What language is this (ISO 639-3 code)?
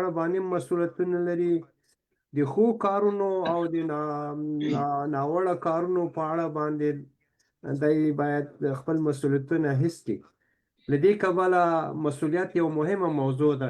pus